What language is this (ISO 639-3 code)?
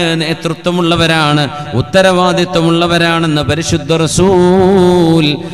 mal